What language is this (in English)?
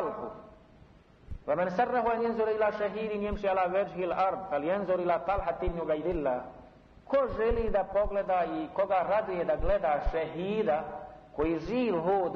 Bosnian